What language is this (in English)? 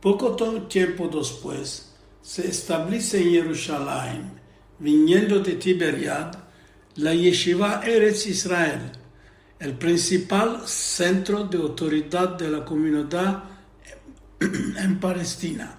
Ladino